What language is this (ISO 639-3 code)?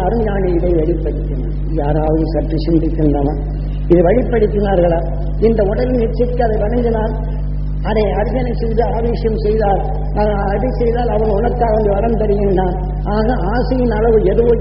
tam